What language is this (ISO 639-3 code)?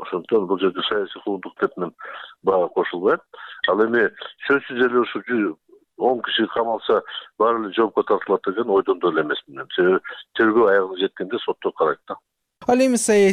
kir